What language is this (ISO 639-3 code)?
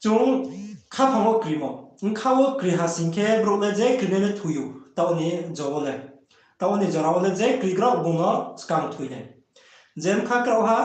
ria